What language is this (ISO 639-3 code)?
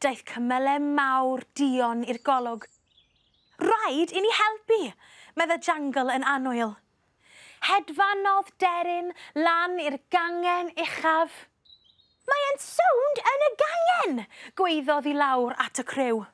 cym